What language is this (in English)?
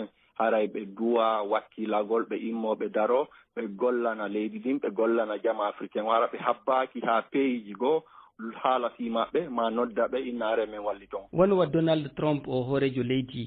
Fula